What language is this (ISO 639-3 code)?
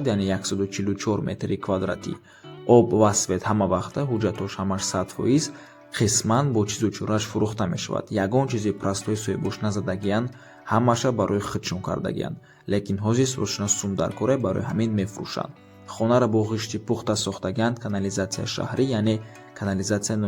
tgk